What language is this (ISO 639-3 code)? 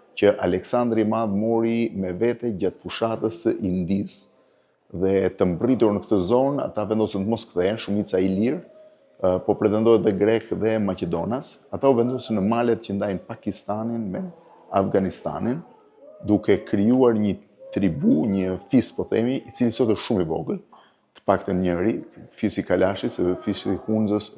sqi